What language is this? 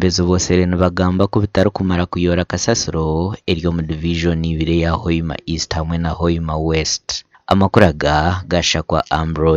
Nyankole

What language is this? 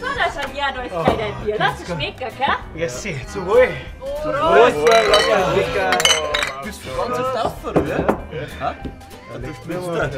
Bavarian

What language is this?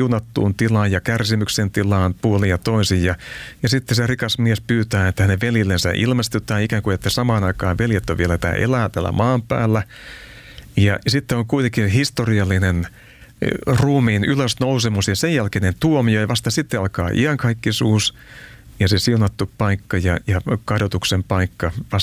Finnish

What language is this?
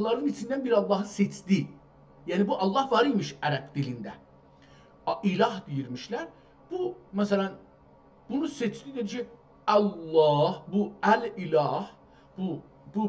South Azerbaijani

